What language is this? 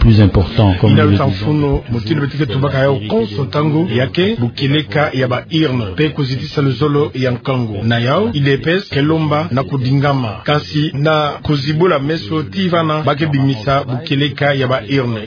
Kituba (Democratic Republic of Congo)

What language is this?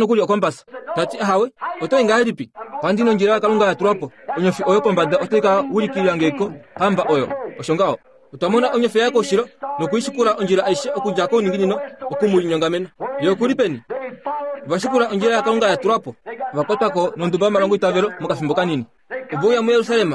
Kuanyama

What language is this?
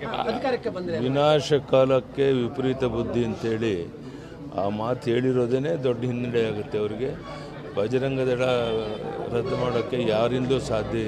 Kannada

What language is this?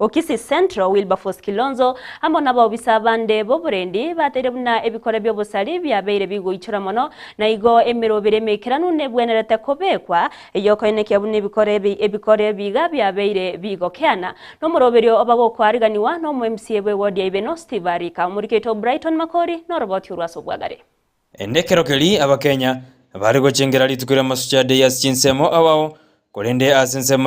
Gusii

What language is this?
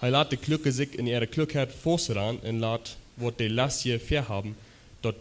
Plautdietsch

